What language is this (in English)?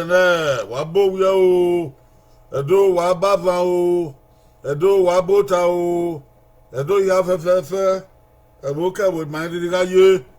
Bini